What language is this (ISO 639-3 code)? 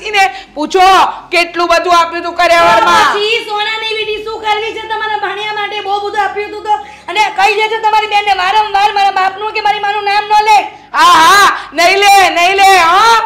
guj